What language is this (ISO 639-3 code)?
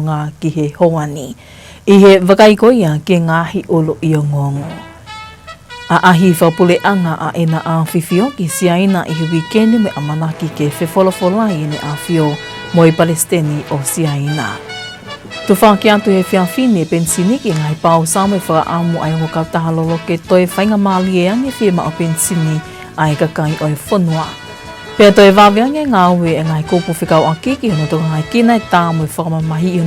ton